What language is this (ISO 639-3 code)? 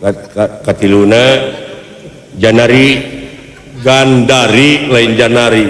sun